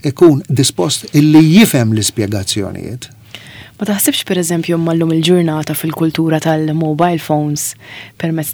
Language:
Maltese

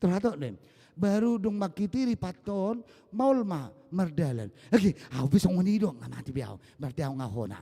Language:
Batak Toba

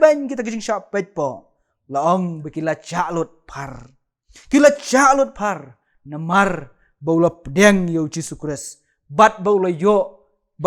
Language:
Khasi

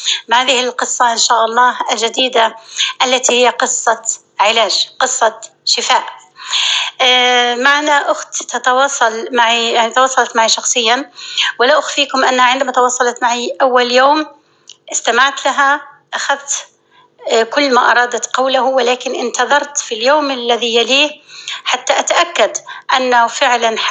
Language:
North Levantine Arabic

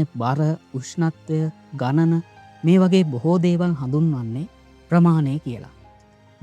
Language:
Sinhala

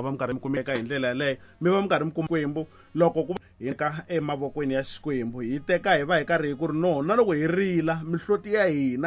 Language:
Tsonga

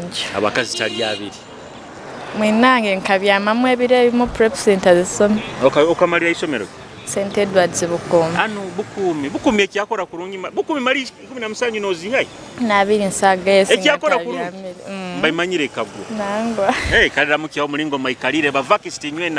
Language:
Nyoro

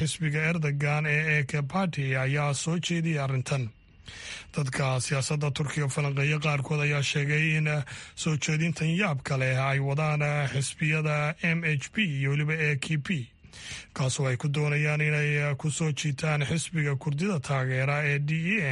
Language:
Somali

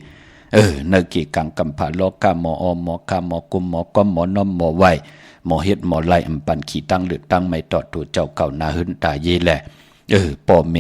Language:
Shan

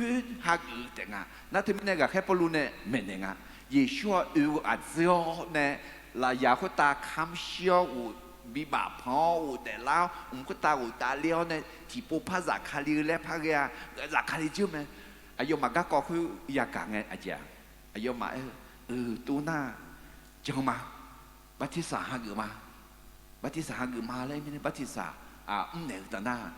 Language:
Akha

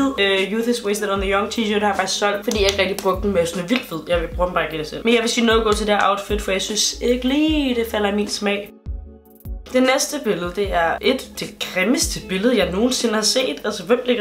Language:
Danish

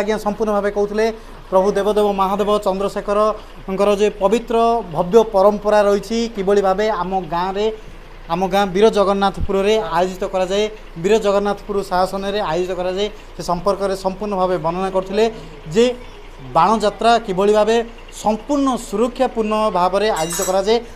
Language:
Odia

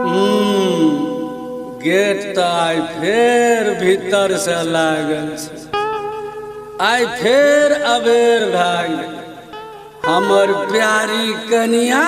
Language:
Maithili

